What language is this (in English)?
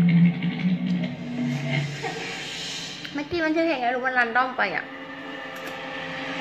Thai